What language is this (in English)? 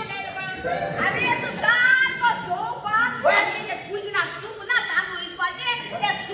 Konkani